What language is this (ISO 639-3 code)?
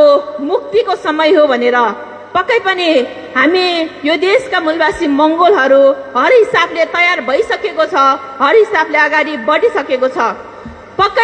nep